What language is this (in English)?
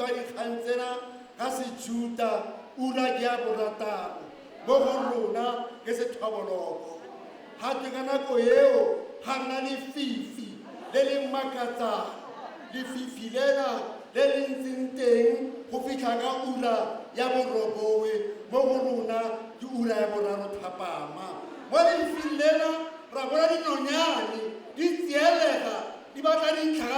Tswana